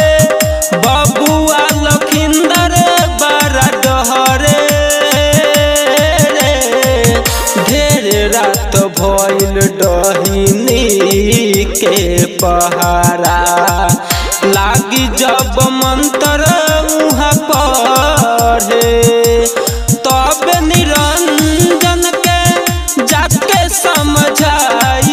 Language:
Bhojpuri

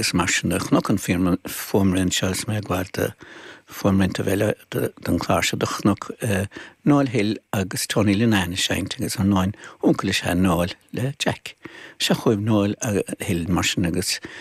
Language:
Irish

